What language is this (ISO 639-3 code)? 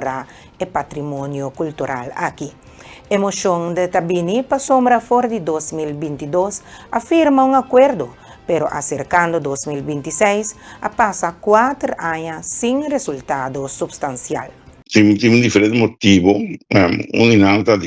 pap